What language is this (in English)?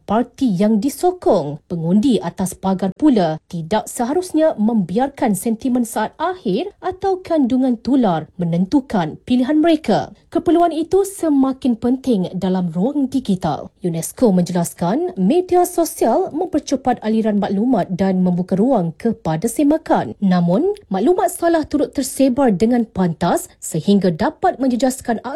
Malay